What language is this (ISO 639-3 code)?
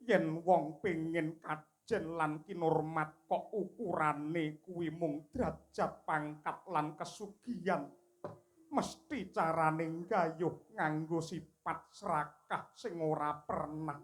jav